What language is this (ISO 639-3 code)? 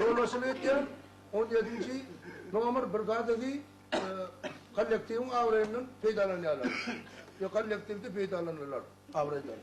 tuk